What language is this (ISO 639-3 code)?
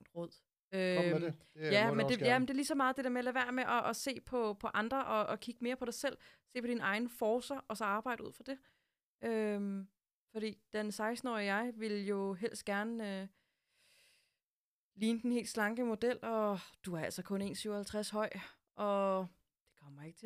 dan